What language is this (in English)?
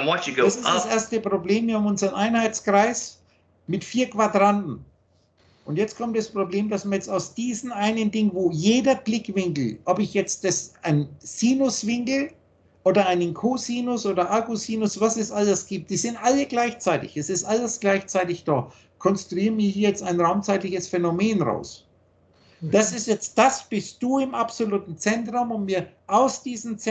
German